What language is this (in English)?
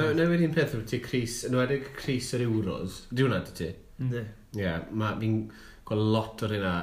Welsh